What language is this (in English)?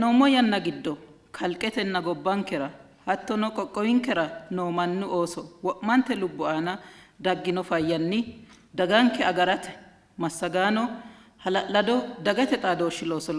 Sidamo